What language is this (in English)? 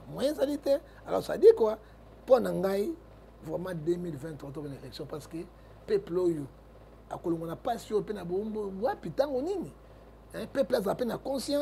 Lingala